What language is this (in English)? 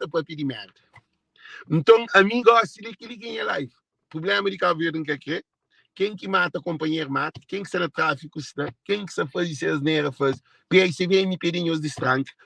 Kabuverdianu